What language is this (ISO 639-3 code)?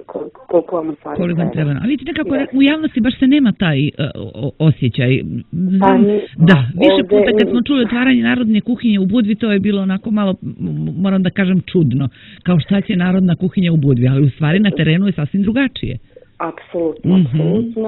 srp